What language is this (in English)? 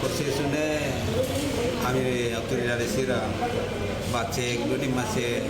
Tetum